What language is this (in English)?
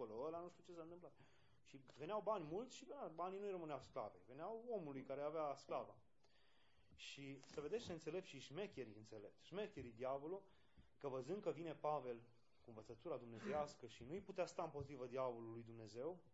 Romanian